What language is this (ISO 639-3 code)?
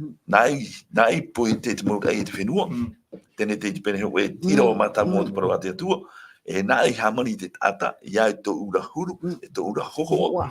tah